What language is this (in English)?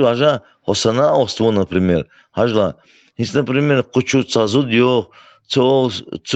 Chechen